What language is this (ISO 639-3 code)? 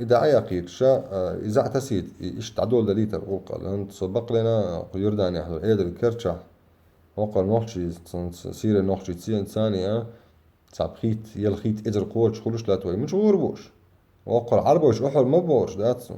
che